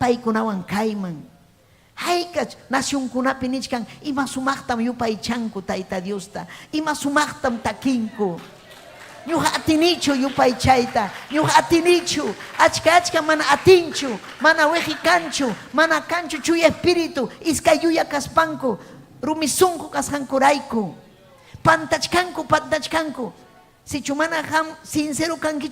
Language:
Ayacucho Quechua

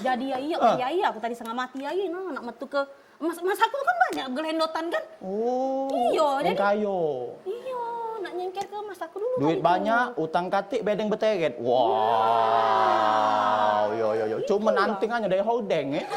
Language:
Musi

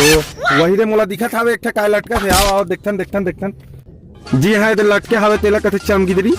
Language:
Chhattisgarhi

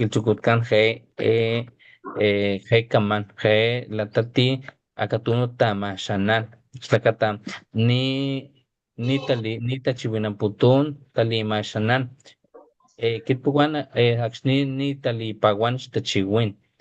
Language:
Papantla Totonac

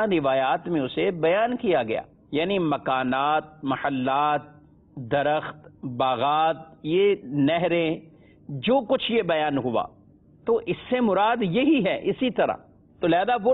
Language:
Urdu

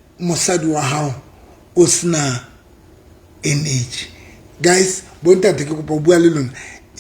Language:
Southern Sotho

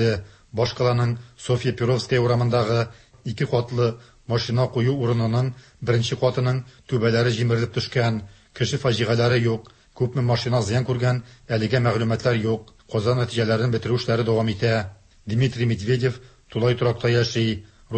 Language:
Tatar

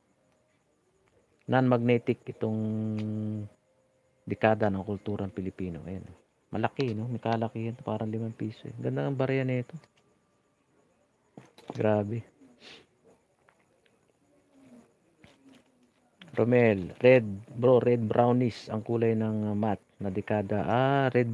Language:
Filipino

